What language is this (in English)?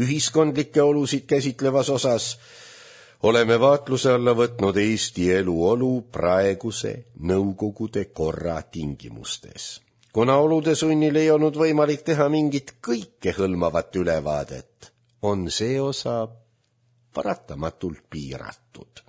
Estonian